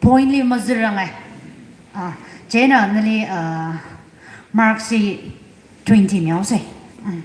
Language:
Tangkhul Naga (India)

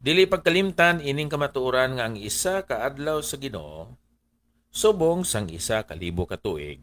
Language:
Hiligaynon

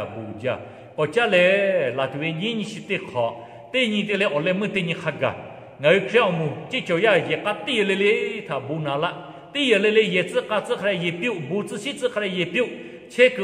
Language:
Lahu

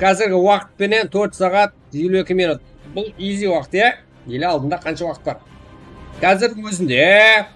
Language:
Kara-Kalpak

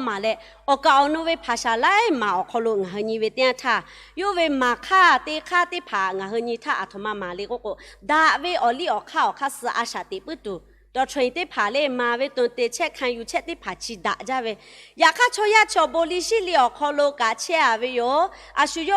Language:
Lahu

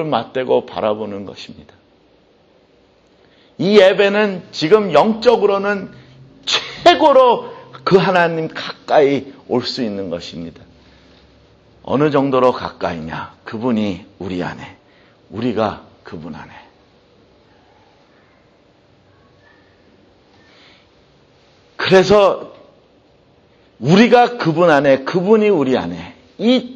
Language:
Korean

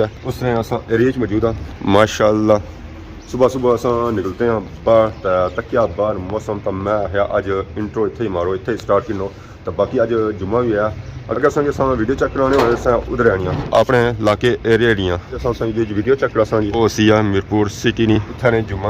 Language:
Pahari-Potwari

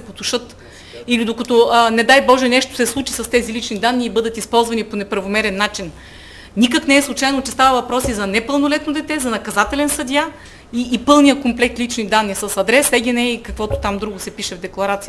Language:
Bulgarian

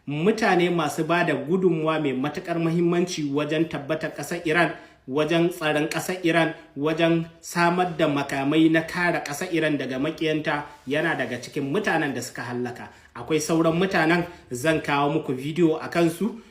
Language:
Hausa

